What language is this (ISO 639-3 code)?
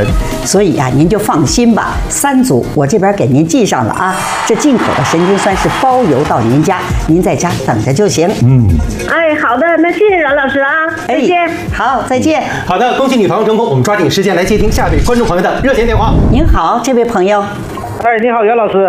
zho